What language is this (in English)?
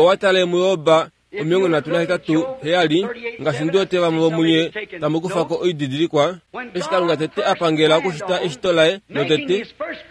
Kuanyama